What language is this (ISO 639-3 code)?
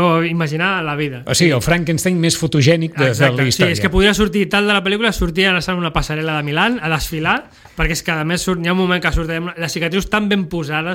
cat